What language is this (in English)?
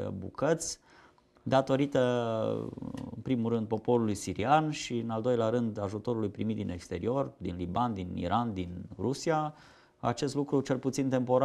Romanian